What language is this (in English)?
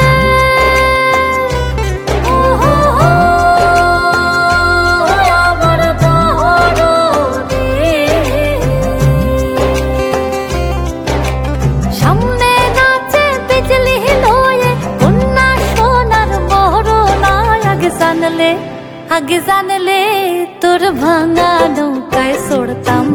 Bangla